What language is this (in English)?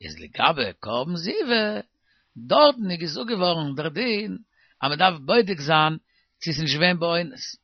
Yiddish